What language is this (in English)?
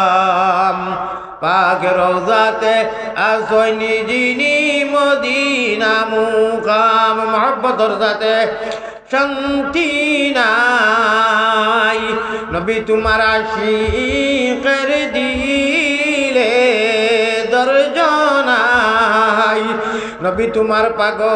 Sylheti